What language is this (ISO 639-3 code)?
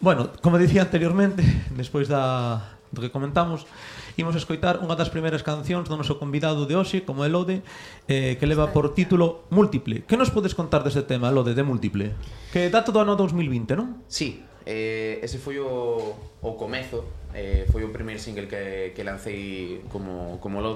glg